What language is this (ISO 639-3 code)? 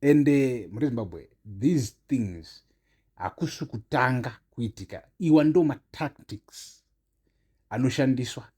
sna